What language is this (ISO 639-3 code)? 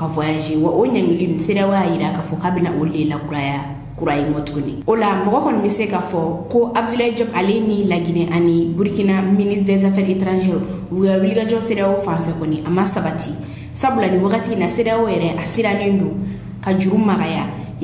bam